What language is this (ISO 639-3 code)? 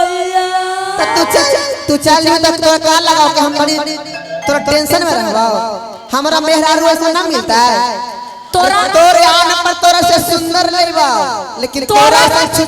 mag